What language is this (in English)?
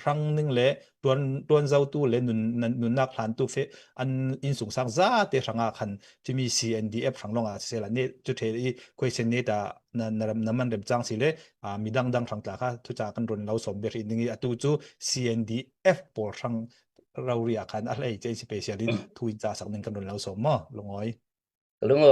Falam Chin